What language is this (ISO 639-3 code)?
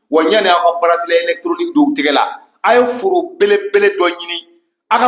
bam